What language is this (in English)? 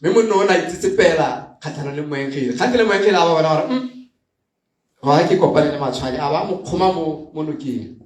Tswana